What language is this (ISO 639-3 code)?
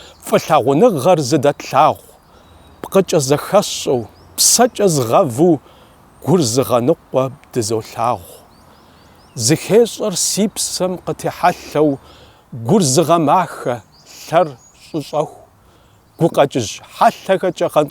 kbd